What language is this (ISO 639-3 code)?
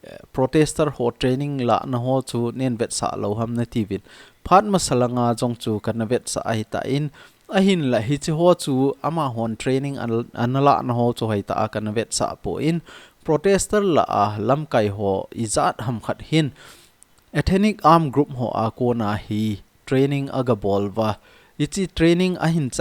tcz